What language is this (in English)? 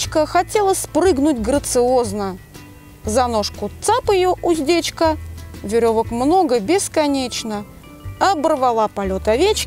Russian